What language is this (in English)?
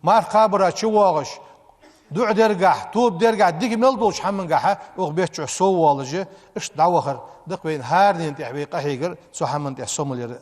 Ingush